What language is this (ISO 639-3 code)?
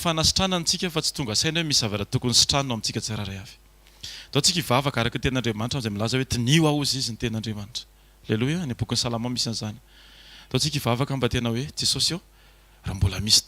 mlg